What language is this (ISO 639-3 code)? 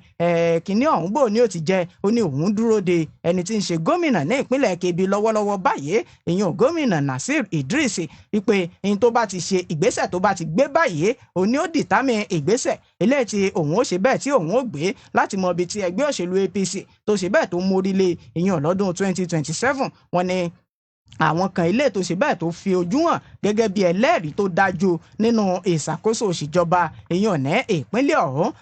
yor